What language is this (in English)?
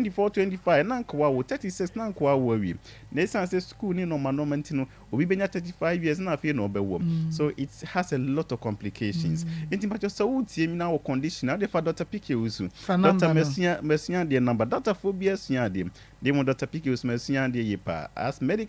Akan